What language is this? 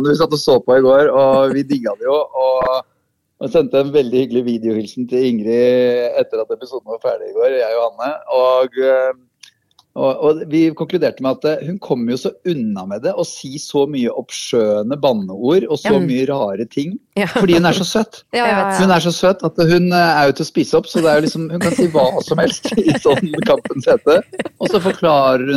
Norwegian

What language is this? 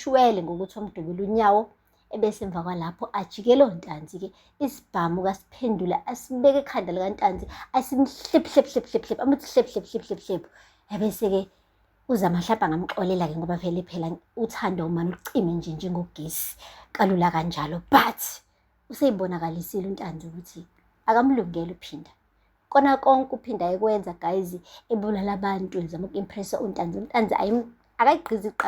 Zulu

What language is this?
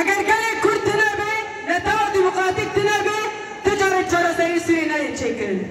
Kurdish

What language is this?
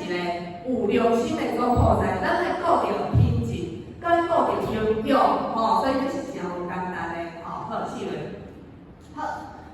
Min Nan Chinese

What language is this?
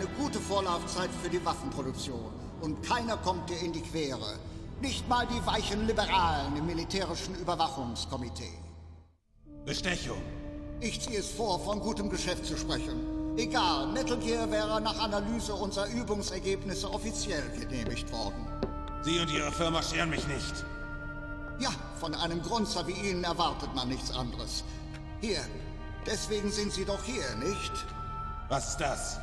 German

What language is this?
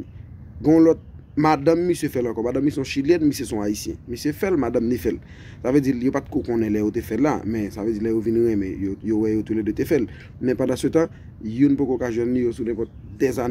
Haitian Creole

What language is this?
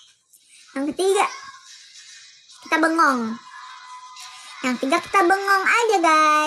Indonesian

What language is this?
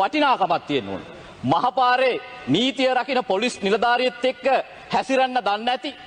Sinhala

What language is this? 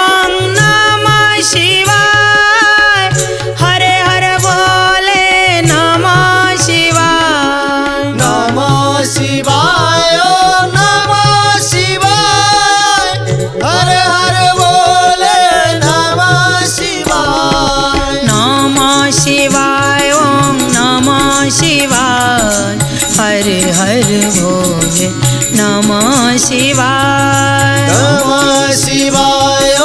Odia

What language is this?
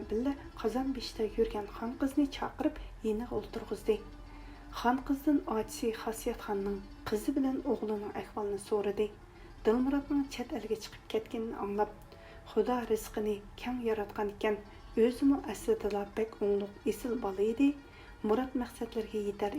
Uyghur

